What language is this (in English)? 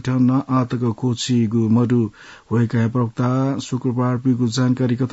Newari